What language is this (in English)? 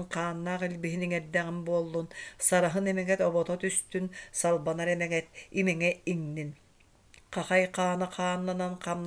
Yakut